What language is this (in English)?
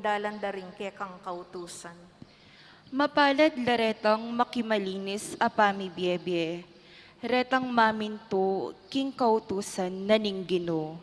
Pampanga